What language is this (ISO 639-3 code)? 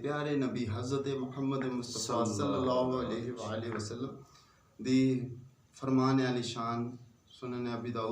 skr